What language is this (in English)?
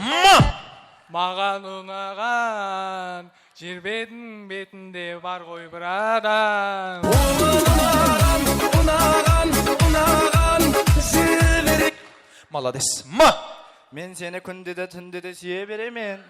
Kara-Kalpak